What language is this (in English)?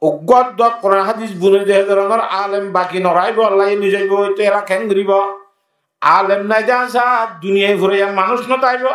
Rohingya